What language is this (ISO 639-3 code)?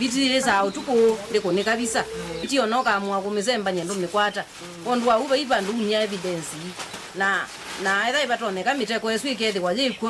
kam